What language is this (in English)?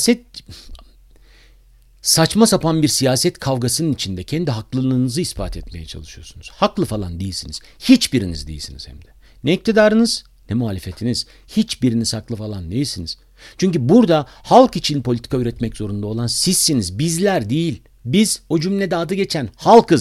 Turkish